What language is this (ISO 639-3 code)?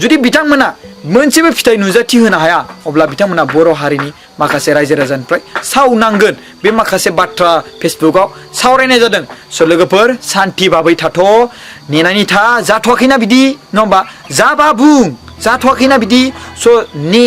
brx